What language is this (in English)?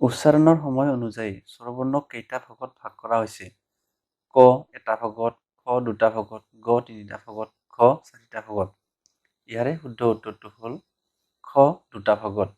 Assamese